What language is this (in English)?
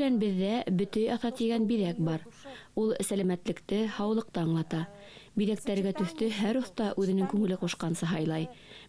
Bashkir